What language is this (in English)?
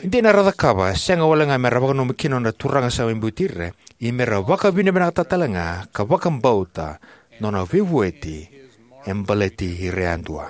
Fijian